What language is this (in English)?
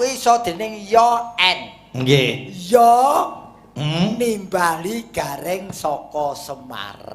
Javanese